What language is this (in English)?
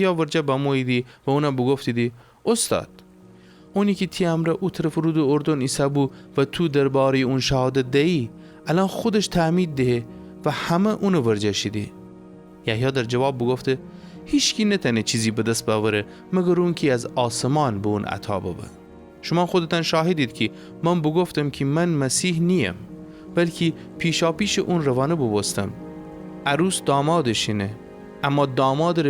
Gilaki